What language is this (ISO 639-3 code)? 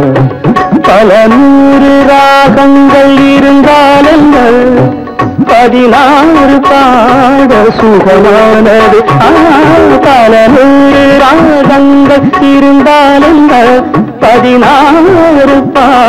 tam